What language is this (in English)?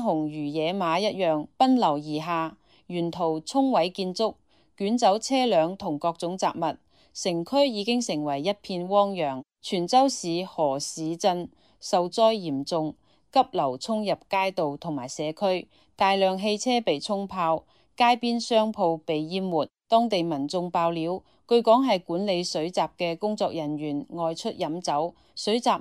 Cantonese